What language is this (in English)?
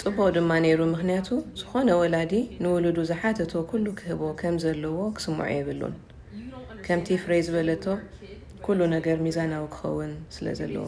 Tigrinya